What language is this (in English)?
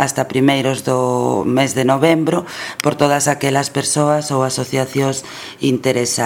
Galician